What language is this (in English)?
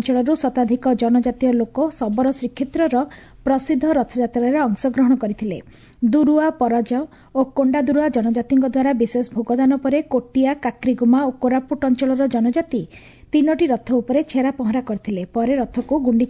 Odia